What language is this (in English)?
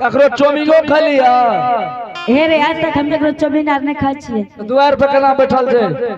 Angika